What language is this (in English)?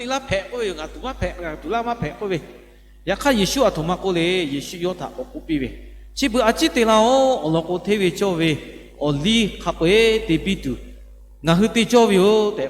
Lahu